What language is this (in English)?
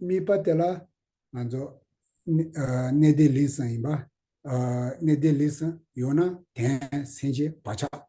Tibetan